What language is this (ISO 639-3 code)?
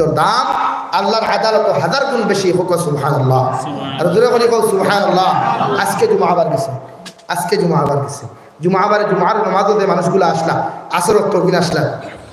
syl